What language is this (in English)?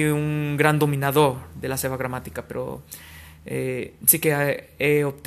Catalan